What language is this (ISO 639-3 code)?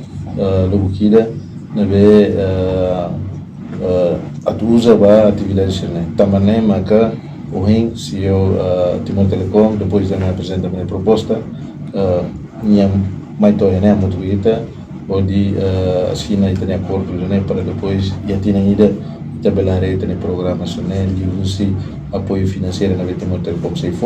tet